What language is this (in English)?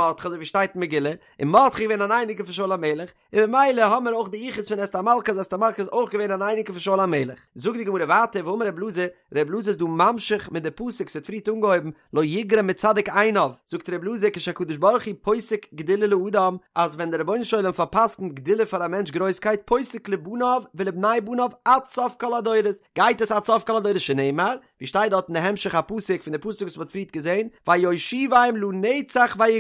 Yiddish